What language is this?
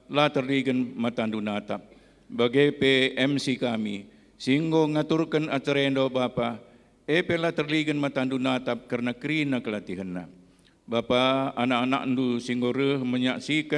Batak Karo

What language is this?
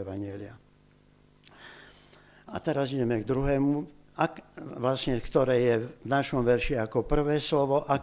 Slovak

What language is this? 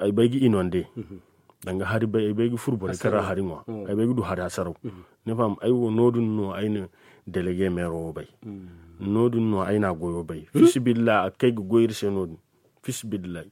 Zarma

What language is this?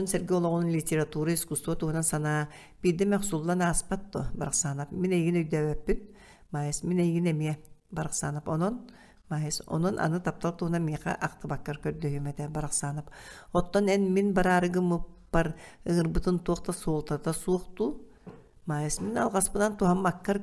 Yakut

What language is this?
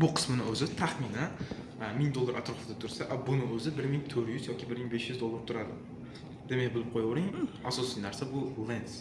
Uzbek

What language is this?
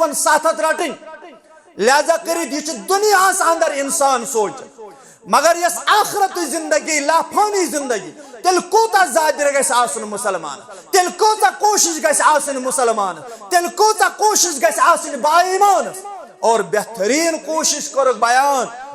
Kashmiri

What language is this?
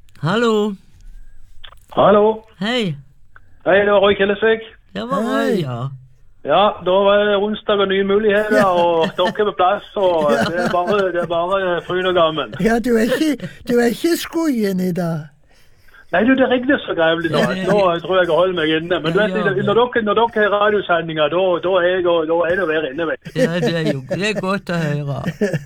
Norwegian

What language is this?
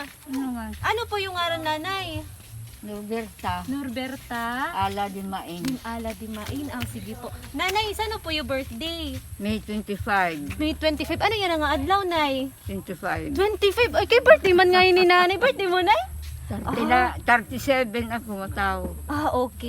Waray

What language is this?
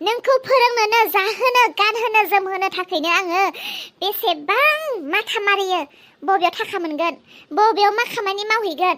Bodo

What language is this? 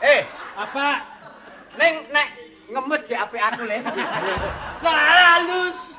Javanese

